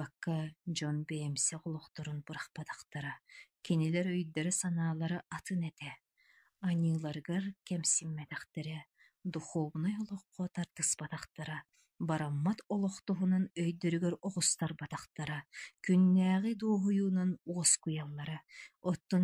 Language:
Yakut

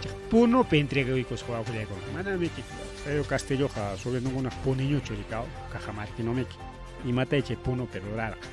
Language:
Ayacucho Quechua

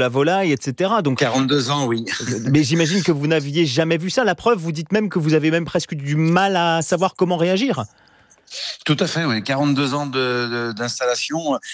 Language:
French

